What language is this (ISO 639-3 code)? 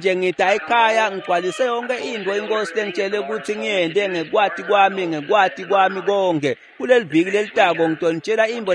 ssw